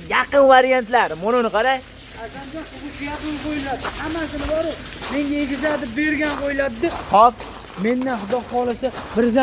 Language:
Uzbek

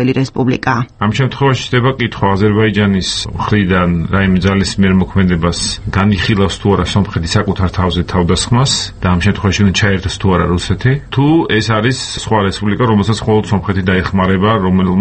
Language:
Georgian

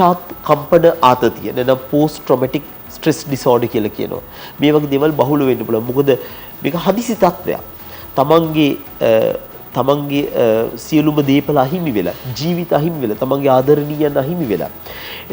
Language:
Sinhala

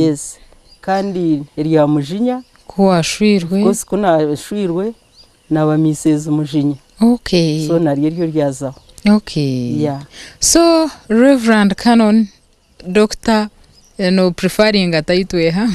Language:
Nyankole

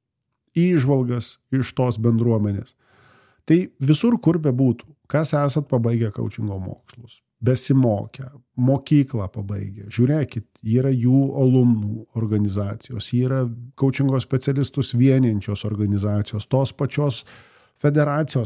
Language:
Lithuanian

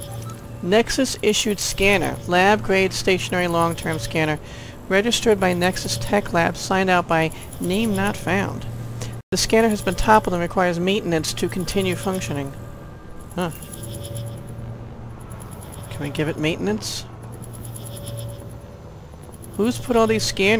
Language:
English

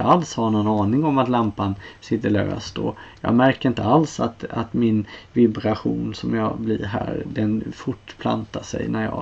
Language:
Swedish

